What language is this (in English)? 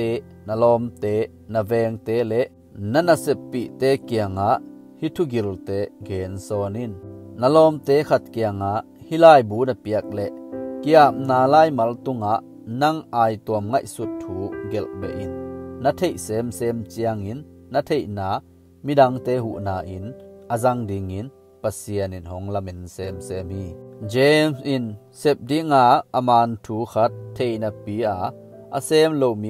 Tedim Chin